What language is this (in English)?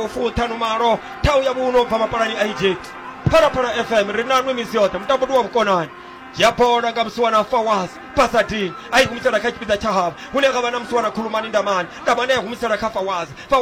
Venda